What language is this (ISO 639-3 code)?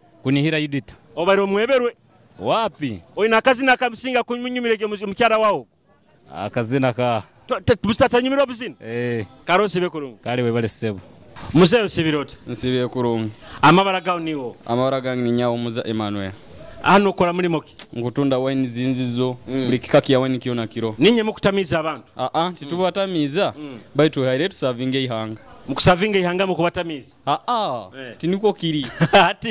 nyo